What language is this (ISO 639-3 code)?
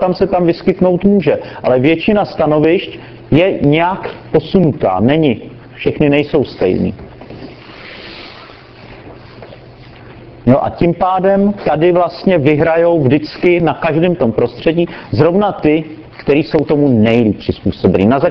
ces